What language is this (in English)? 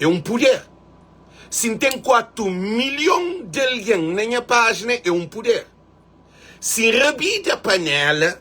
Kabuverdianu